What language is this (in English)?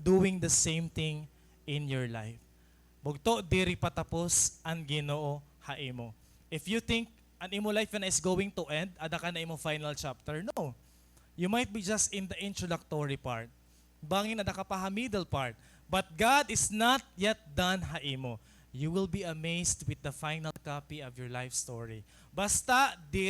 Waray